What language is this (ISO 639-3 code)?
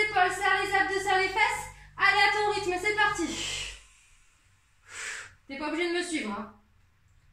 fra